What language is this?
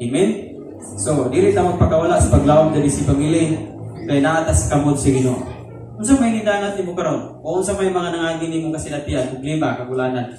Cebuano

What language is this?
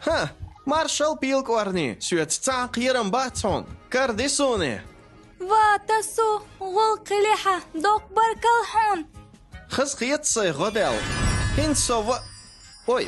Chechen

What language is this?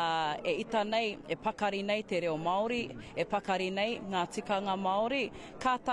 Māori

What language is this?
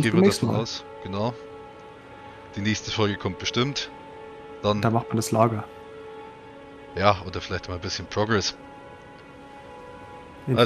German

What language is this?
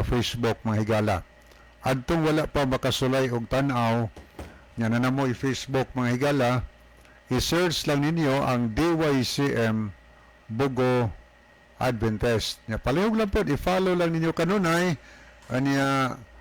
Cebuano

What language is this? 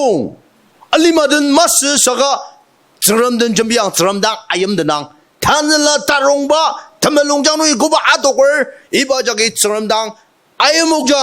Ao Naga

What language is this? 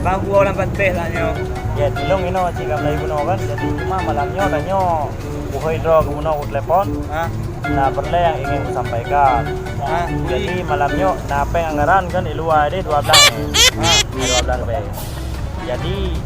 Achinese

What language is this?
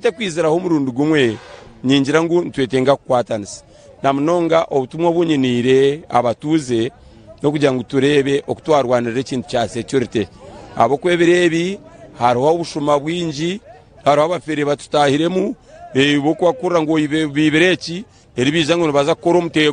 Nyankole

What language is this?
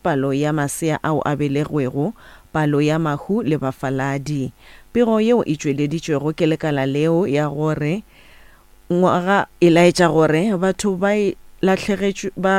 Northern Sotho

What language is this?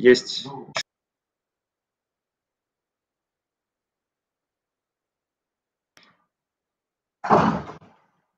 Russian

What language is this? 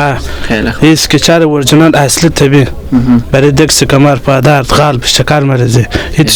Persian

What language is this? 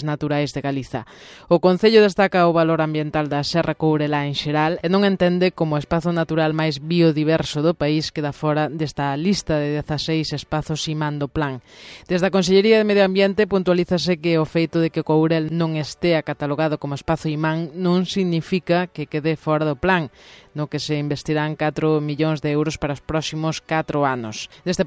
Galician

